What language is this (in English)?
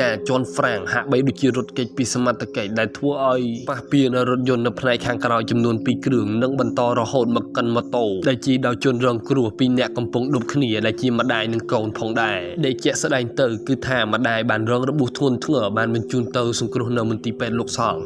Khmer